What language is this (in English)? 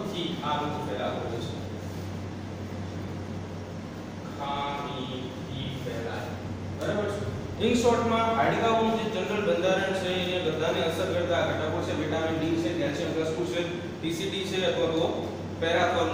Gujarati